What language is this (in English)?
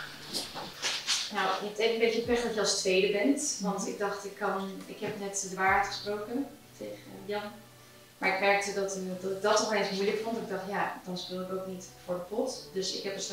Dutch